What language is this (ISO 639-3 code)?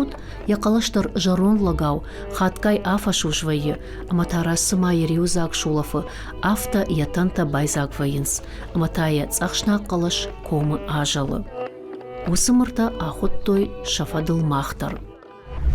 oss